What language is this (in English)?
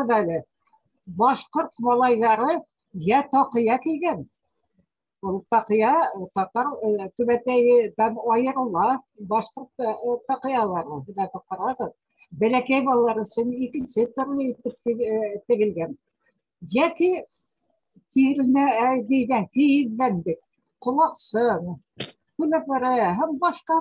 Bashkir